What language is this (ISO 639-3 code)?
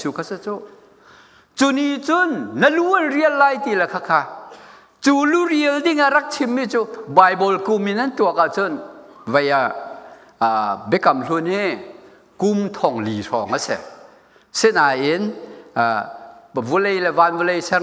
cnh